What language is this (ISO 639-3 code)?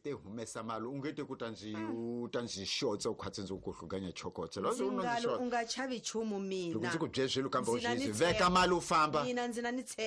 tso